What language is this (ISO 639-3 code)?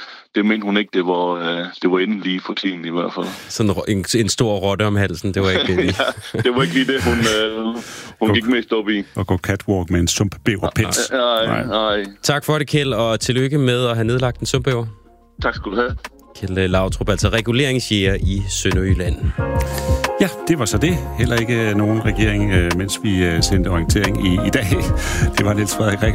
dan